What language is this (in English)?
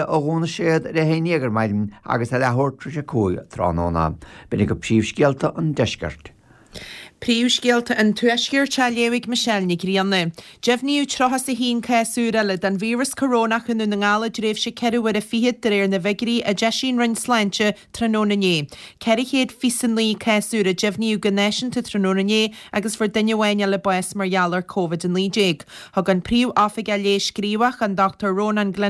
Irish